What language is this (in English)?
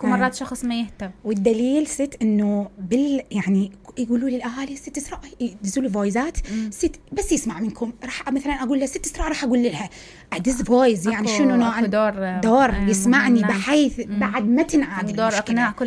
Mesopotamian Arabic